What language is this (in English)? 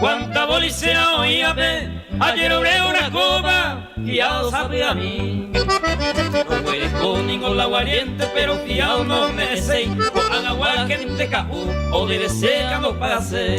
Guarani